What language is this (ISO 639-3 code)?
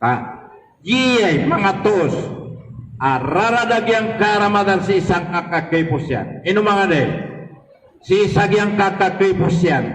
mrw